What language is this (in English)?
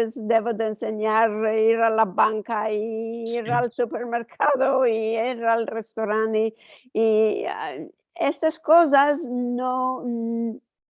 Ladino